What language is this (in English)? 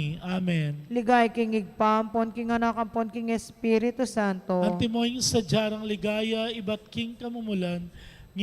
Pampanga